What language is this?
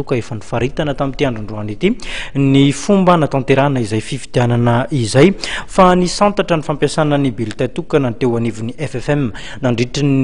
Malagasy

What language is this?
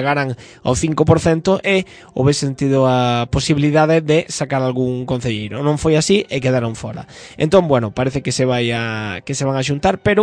Galician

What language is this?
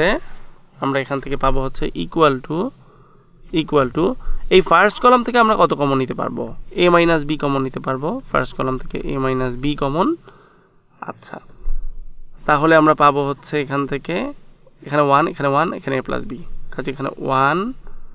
Bangla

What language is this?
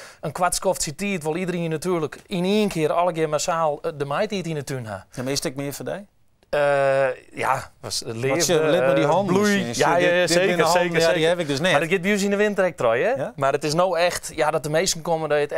Western Frisian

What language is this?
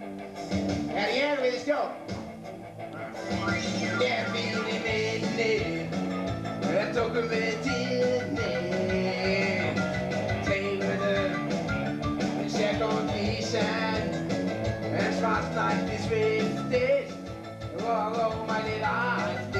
Icelandic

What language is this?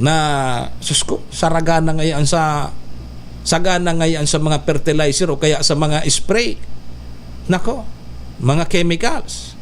Bikol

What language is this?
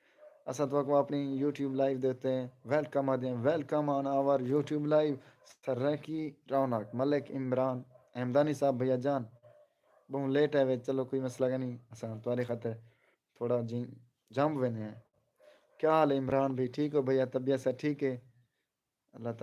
Saraiki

